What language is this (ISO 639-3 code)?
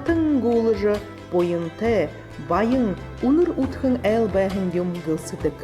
bua